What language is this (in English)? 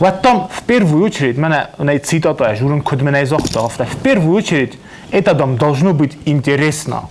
Ossetic